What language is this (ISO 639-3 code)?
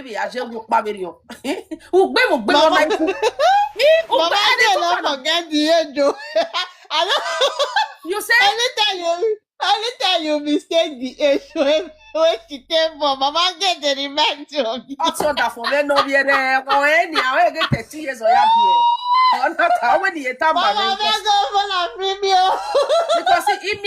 pcm